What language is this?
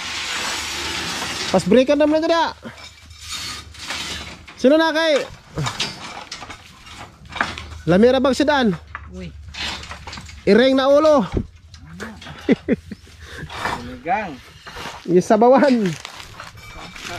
Filipino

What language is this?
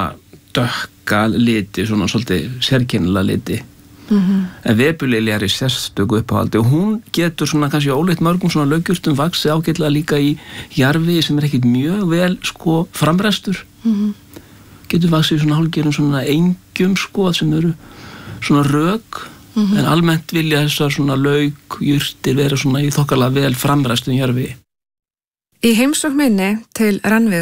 Icelandic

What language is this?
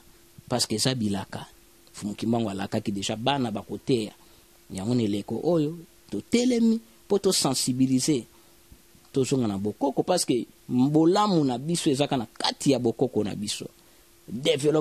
Lingala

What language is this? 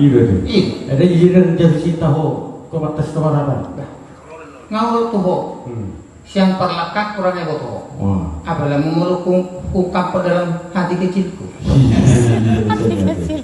Batak Toba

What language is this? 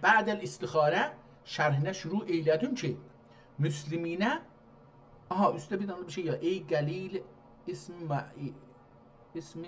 South Azerbaijani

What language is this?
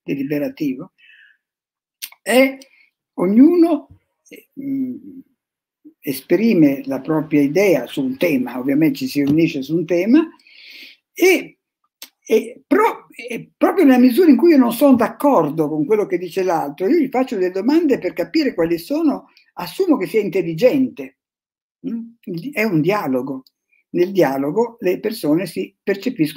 Italian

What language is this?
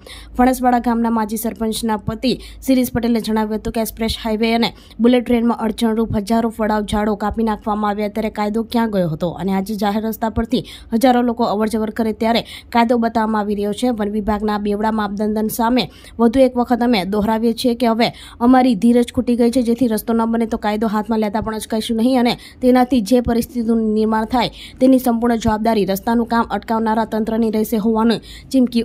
Gujarati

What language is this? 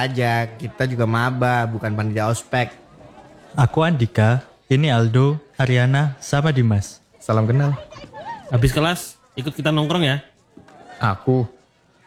Indonesian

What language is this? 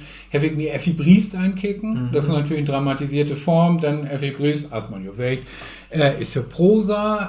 Low German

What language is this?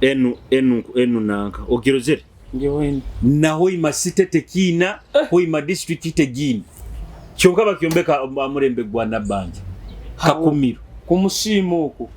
Nyoro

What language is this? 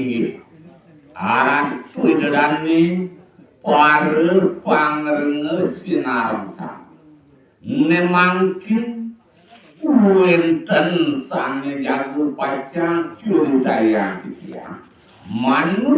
Balinese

